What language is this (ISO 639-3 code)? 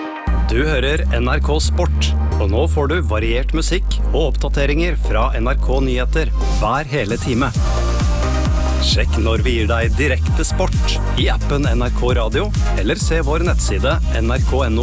nor